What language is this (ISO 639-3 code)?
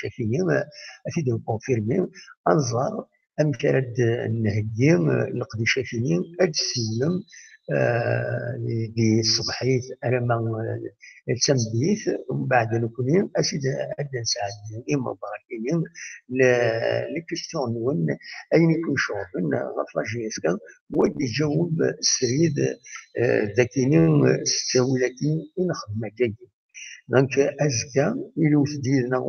kab